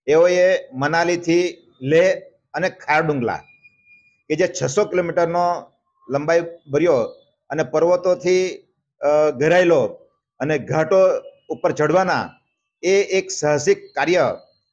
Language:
Gujarati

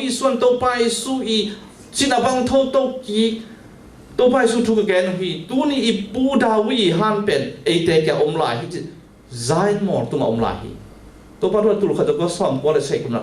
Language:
Tedim Chin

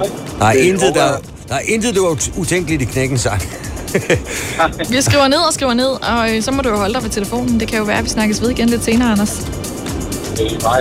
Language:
Danish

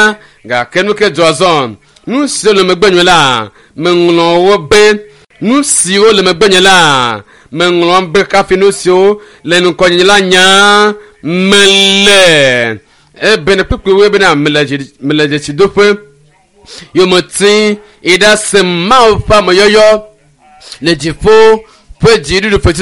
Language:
Ewe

